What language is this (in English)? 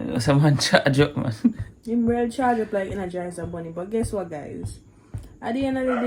Jamaican Creole English